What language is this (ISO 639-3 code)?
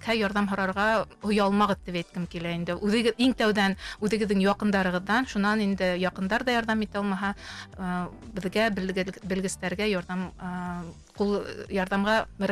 bak